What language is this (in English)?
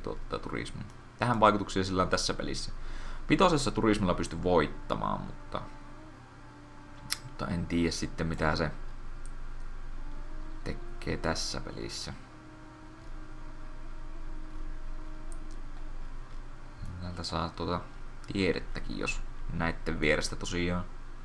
Finnish